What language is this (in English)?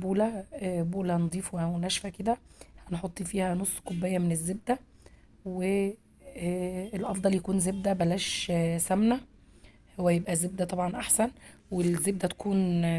Egyptian Arabic